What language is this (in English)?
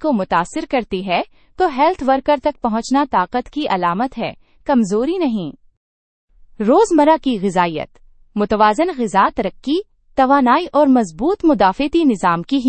Urdu